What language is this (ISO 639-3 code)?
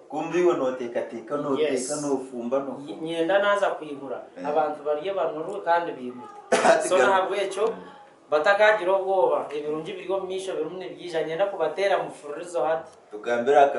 nyn